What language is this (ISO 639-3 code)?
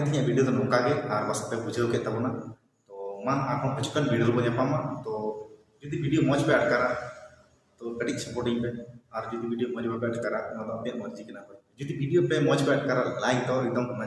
sat